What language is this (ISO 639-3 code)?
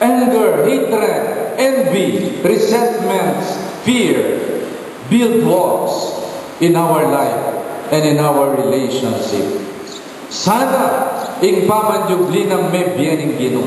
pam